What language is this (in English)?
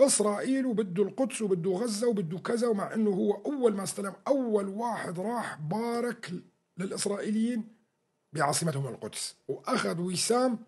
North Levantine Arabic